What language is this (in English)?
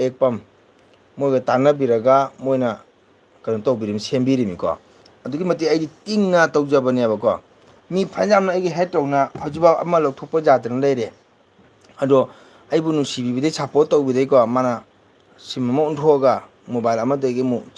Manipuri